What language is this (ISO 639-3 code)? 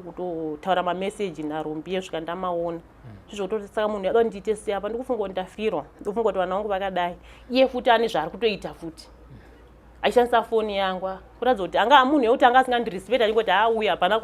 sna